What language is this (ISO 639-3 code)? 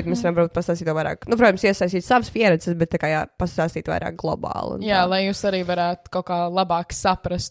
lav